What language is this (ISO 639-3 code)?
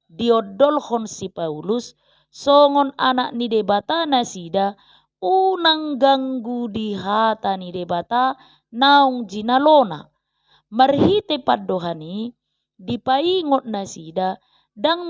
bbc